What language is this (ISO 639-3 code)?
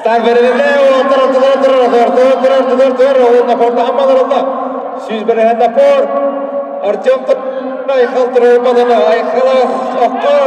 sah